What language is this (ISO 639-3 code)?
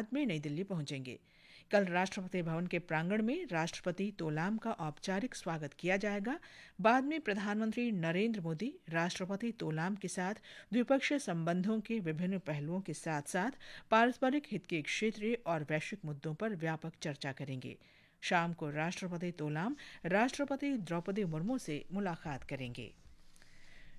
hin